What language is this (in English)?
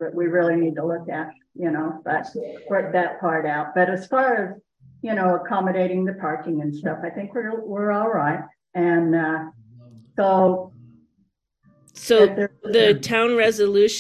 English